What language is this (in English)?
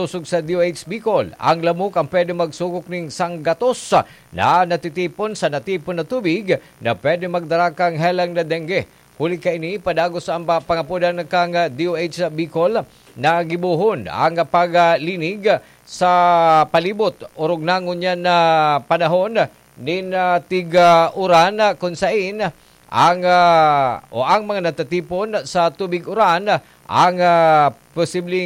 Bikol